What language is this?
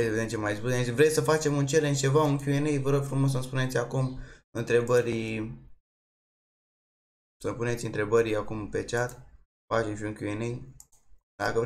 Romanian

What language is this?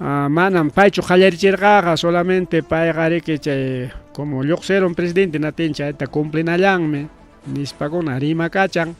Ayacucho Quechua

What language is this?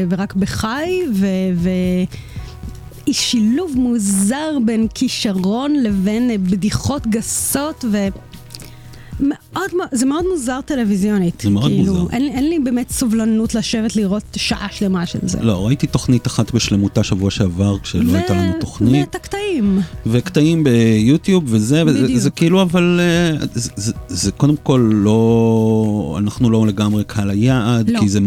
Hebrew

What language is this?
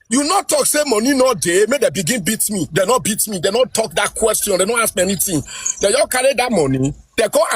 Nigerian Pidgin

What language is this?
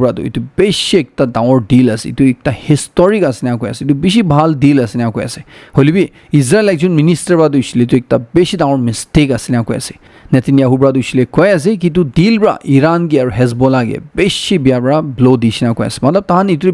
Naga Pidgin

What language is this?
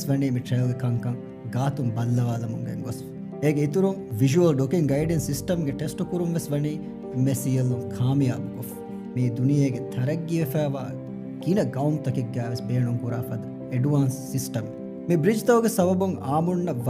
Divehi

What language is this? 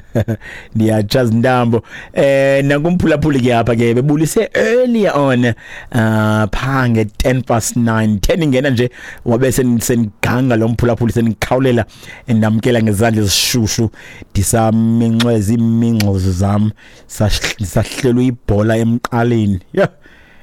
Xhosa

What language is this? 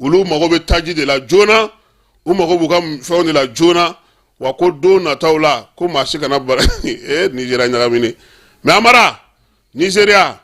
Bambara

